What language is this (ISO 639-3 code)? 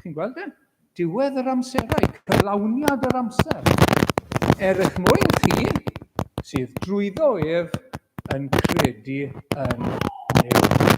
cym